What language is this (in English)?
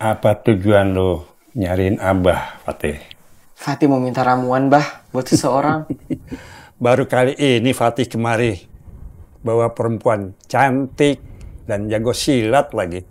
Betawi